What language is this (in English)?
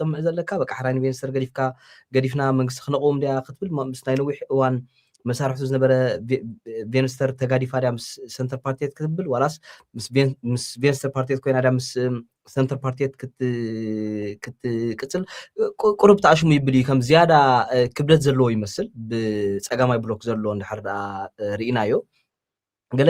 Tigrinya